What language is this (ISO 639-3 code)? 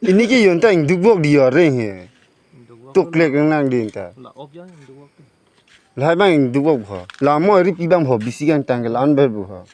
mjw